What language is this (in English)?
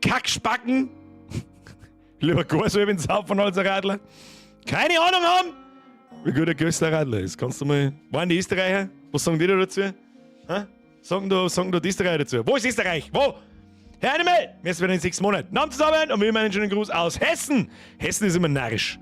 Bavarian